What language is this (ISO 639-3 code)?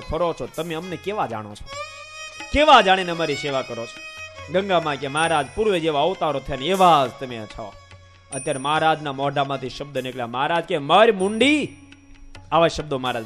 guj